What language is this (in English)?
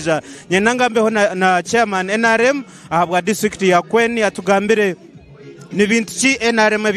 Nyankole